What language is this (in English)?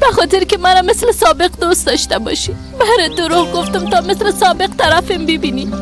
Persian